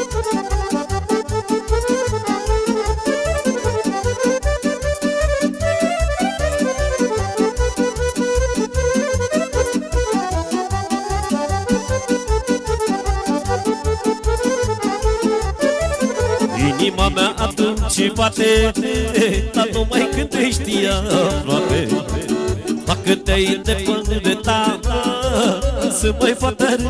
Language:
Romanian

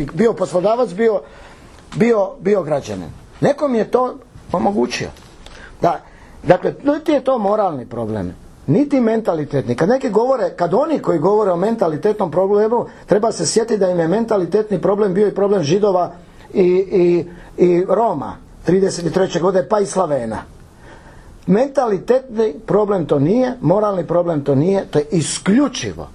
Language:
Croatian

